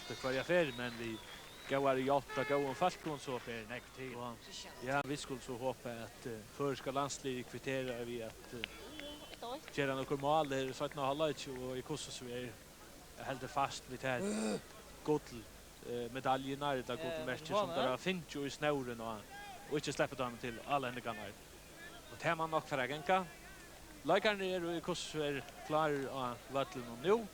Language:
Faroese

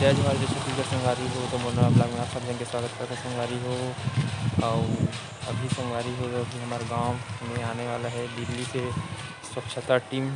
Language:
Chhattisgarhi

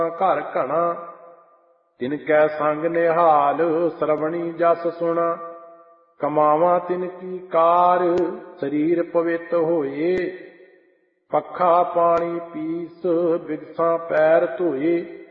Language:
Punjabi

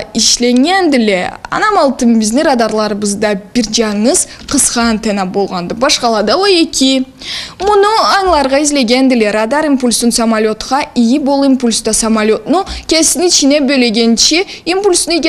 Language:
Karachay-Balkar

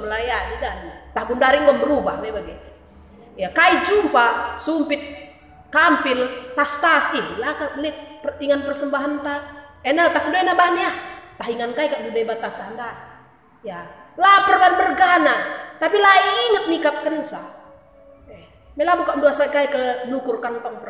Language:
Batak Karo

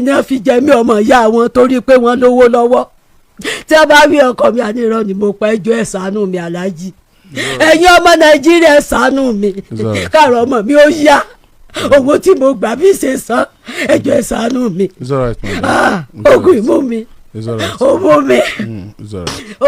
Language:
Yoruba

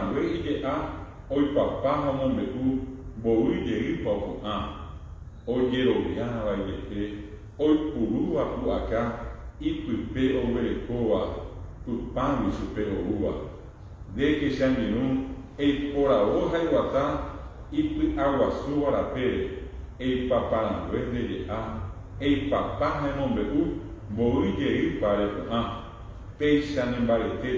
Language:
Guarani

